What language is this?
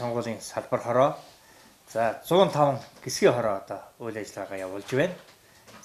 Mongolian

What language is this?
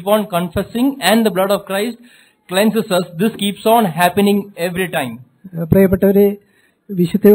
Malayalam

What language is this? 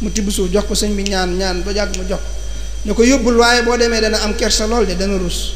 Wolof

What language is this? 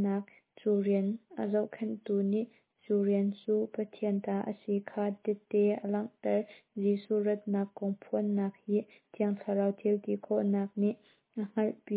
Hakha Chin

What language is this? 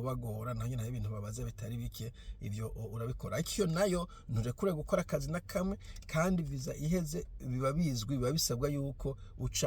Rundi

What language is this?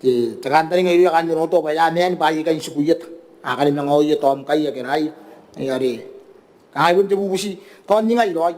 Gilbertese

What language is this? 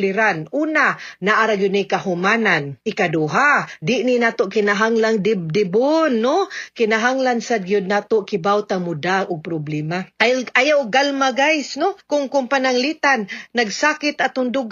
Cebuano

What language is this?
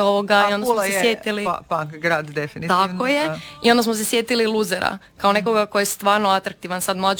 Croatian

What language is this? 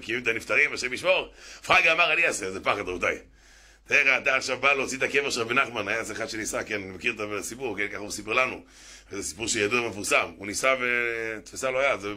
Hebrew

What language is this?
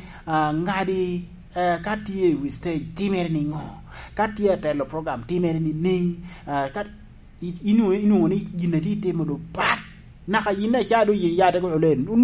Lango (Uganda)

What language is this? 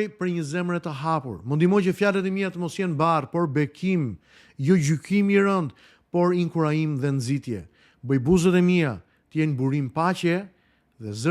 Albanian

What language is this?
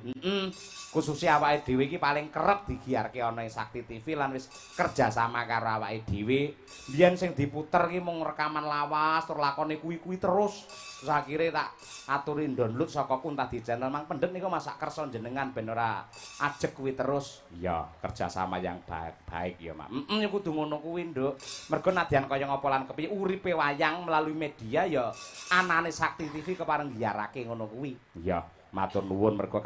Javanese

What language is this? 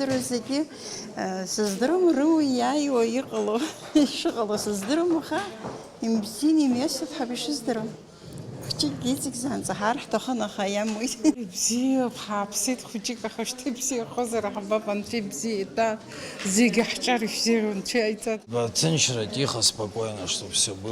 Abkhazian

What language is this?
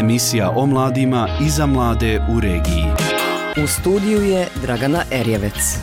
Serbian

